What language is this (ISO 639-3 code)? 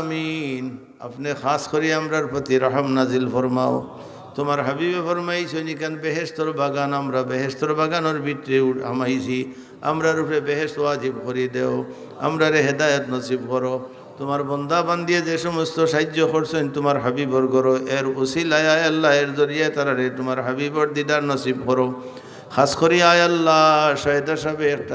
syl